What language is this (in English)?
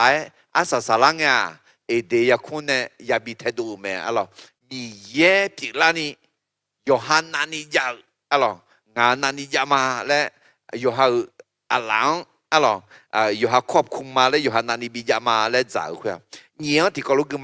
Akha